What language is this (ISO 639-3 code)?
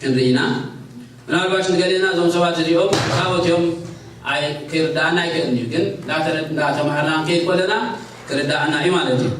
tir